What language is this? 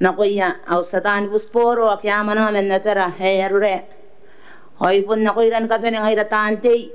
Gilbertese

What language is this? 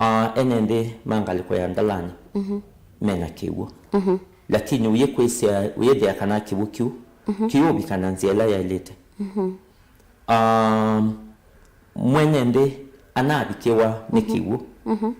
Kamba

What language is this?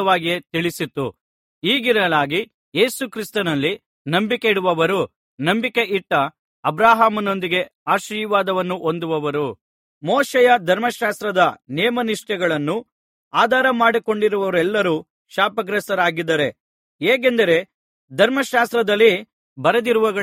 Kannada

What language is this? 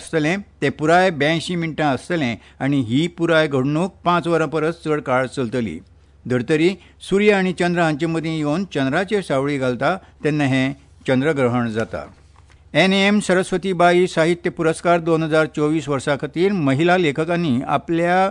Konkani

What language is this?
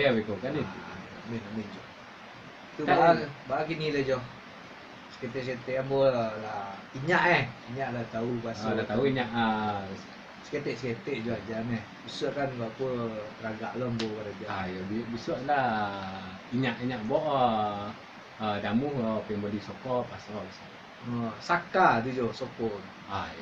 Minangkabau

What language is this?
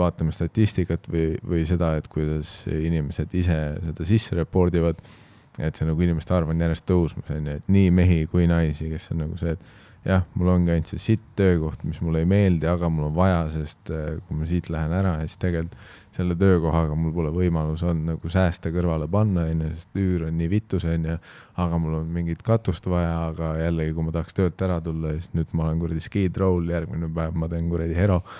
Estonian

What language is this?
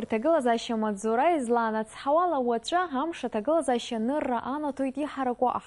Abkhazian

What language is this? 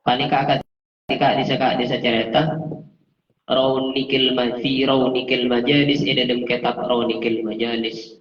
Madurese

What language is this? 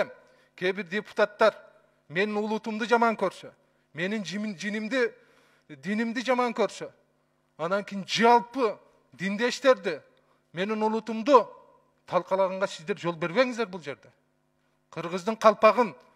Kyrgyz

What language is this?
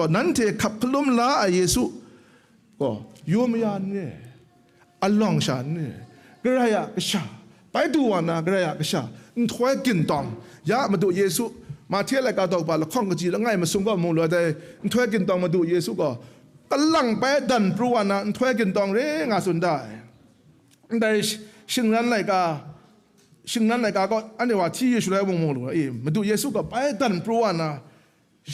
Kachin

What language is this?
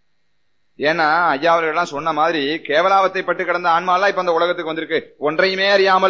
Tamil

